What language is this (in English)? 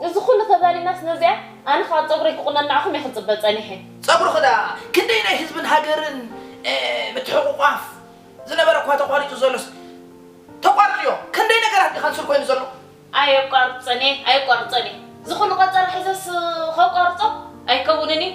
Tigrinya